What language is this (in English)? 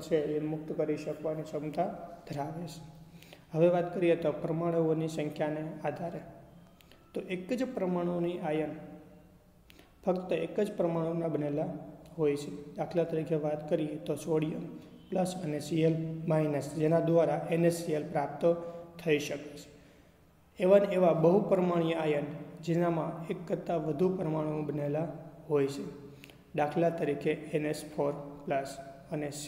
Gujarati